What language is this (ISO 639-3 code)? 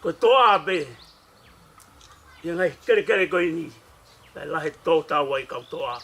ton